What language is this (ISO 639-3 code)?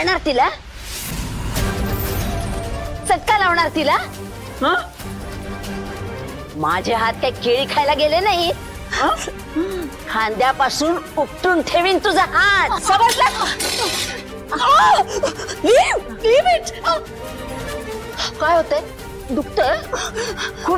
mar